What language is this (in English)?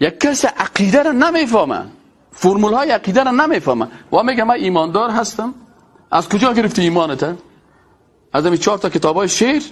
Persian